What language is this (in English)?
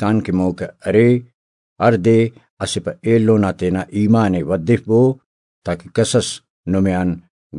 Brahui